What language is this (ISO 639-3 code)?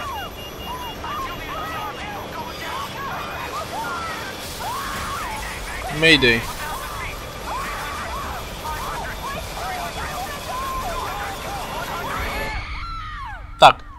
slk